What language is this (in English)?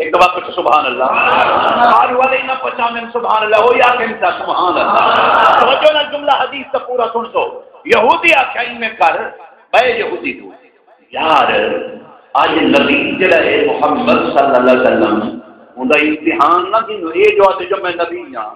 Saraiki